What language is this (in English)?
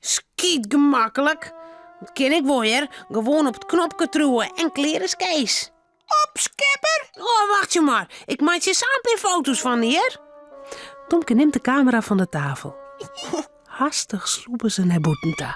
Western Frisian